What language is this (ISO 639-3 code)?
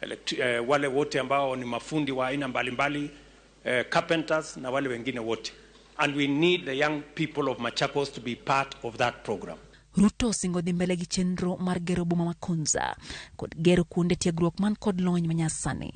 luo